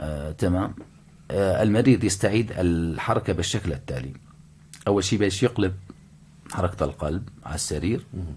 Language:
North Levantine Arabic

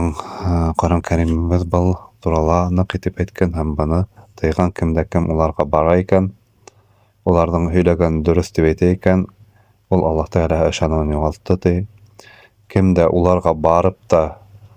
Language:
Bashkir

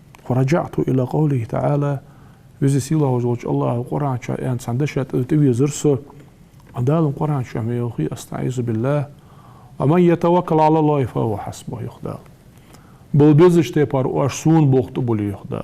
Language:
Ingush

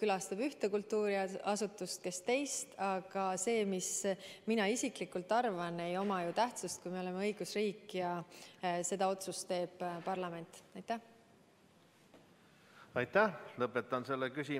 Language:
Estonian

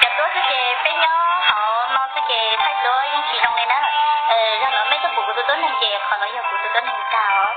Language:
Hmong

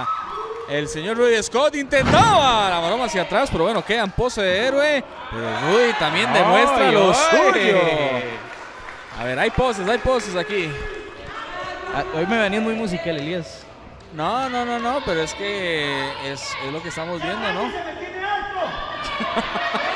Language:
Spanish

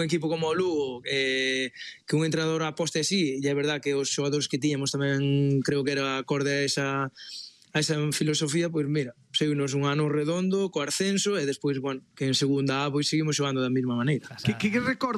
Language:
Galician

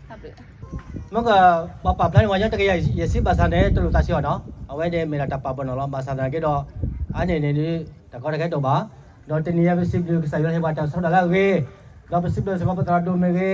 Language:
S'gaw Karen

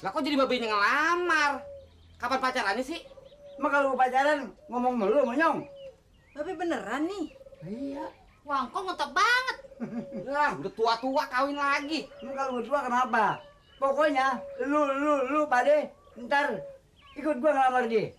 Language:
Betawi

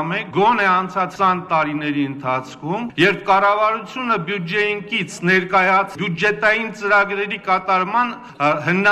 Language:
Armenian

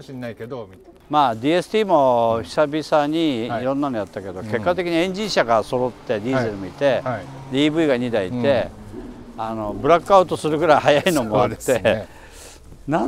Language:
Japanese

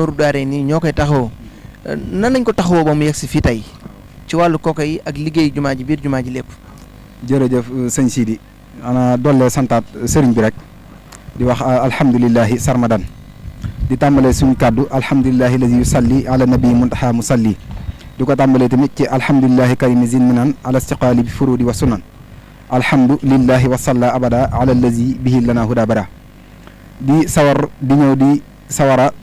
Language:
Wolof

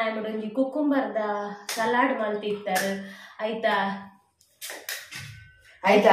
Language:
Tulu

